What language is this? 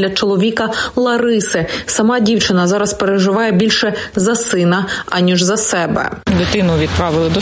Ukrainian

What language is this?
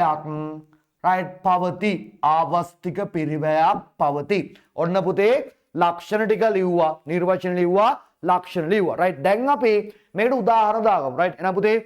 Sinhala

